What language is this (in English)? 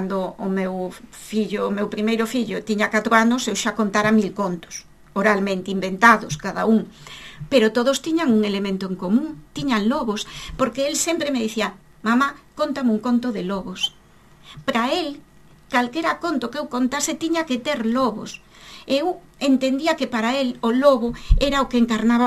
Galician